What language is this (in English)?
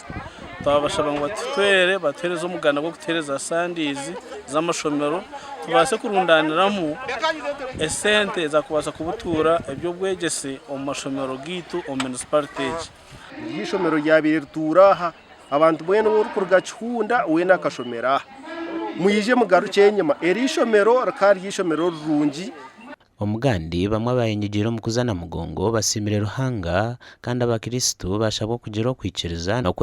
Nyankole